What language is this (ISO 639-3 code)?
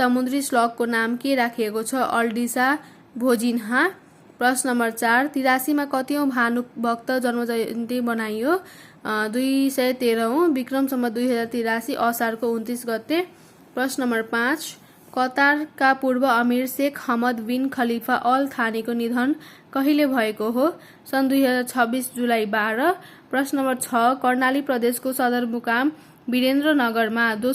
nep